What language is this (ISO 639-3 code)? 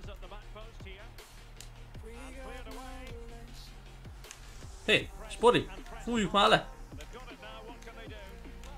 hun